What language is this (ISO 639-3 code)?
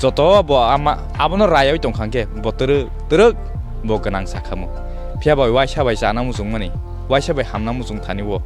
trp